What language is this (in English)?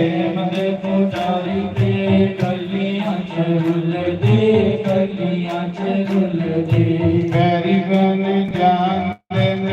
Dogri